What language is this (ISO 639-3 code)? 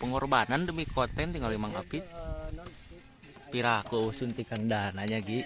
sun